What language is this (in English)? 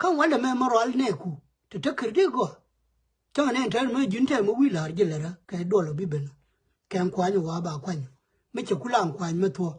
Nuer